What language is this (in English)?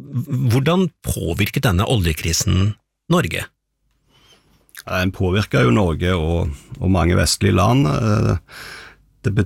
Norwegian